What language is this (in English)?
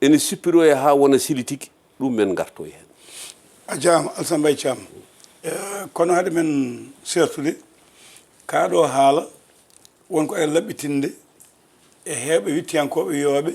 Fula